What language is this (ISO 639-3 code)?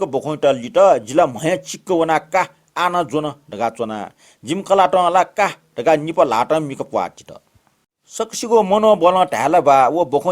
new